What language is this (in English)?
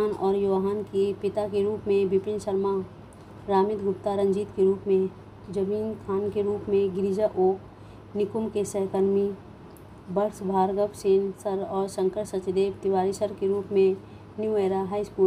Hindi